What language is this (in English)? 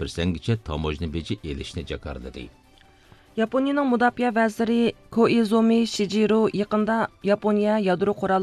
Uyghur